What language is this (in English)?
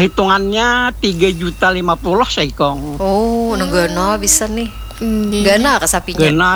Banjar